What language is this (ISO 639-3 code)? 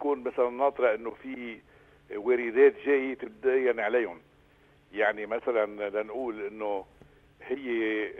apc